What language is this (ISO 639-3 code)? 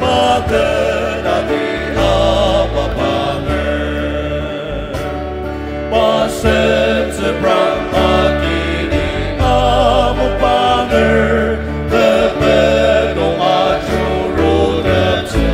njo